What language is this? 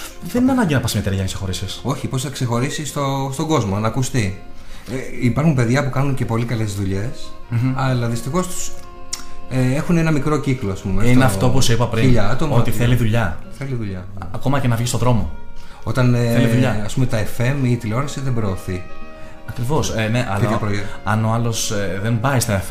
Greek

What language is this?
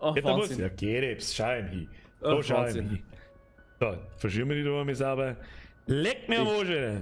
Bavarian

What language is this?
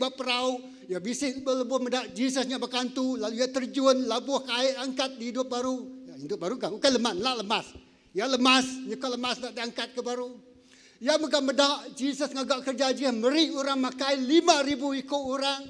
Iban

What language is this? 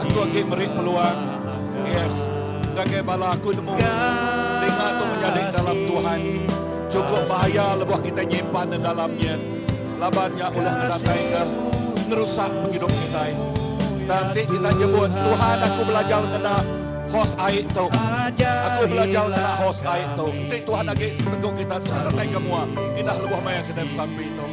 Iban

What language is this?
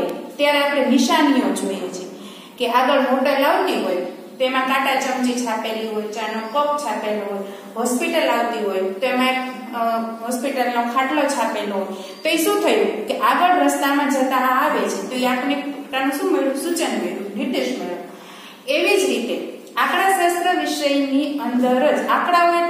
Gujarati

